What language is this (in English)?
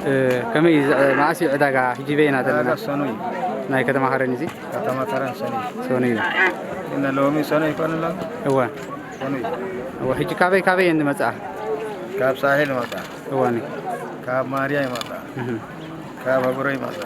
Tigrinya